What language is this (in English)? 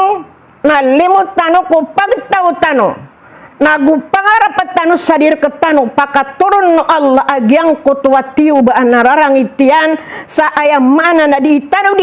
Maranao